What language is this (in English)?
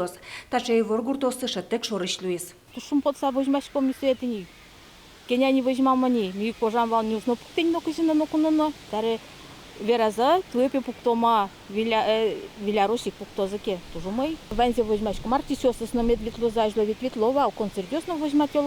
Udmurt